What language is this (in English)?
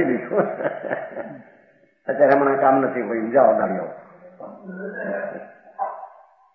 Gujarati